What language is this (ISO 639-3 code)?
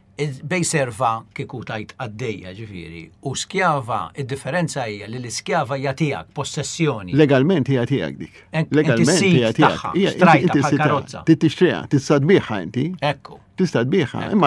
mlt